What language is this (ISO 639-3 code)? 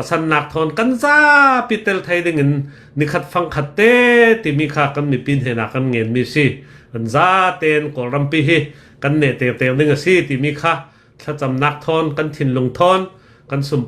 cnh